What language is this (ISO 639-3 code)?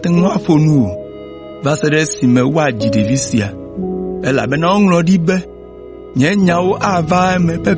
ewe